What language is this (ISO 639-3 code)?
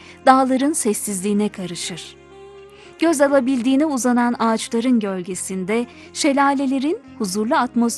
tur